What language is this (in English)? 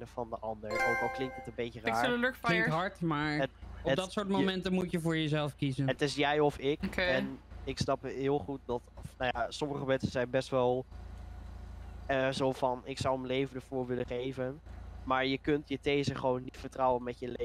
Dutch